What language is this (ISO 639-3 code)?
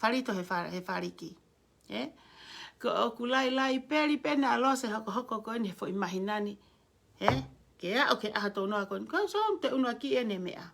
ton